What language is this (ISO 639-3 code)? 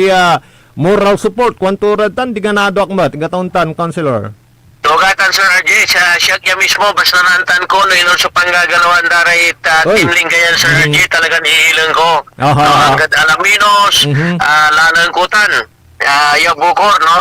pag